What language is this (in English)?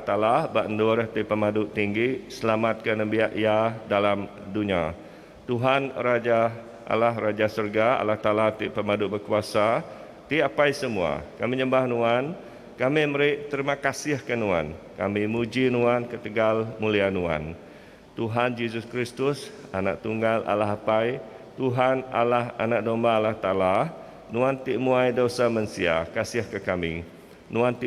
Iban